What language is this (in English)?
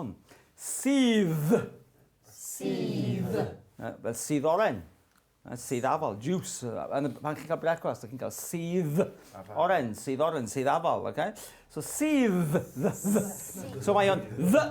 Welsh